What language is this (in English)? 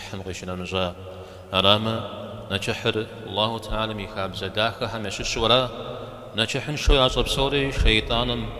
Kabardian